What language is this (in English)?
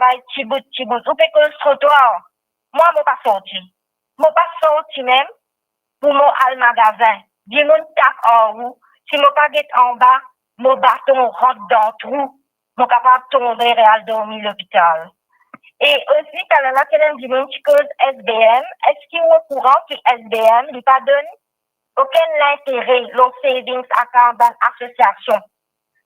Morisyen